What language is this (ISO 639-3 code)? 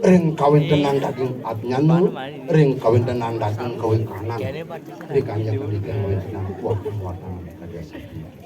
ban